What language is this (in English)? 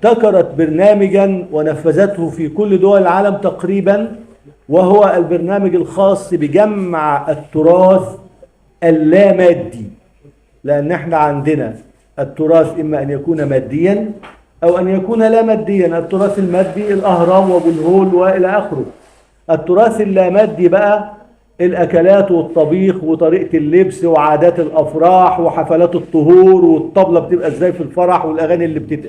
Egyptian Arabic